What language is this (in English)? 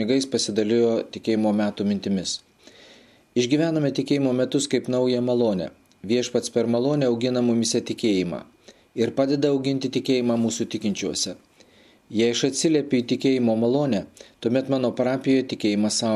Lithuanian